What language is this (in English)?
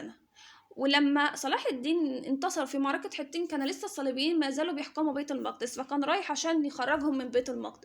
Egyptian Arabic